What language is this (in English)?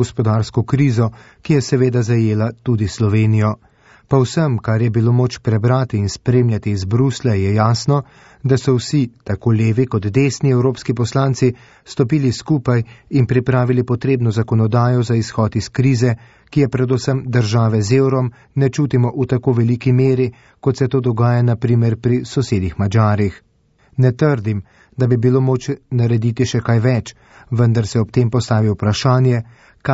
Slovenian